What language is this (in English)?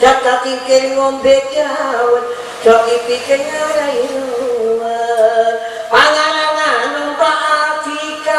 Madurese